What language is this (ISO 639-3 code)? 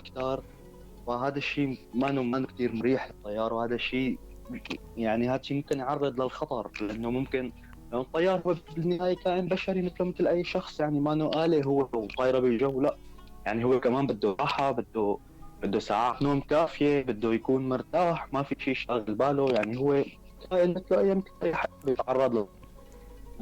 apc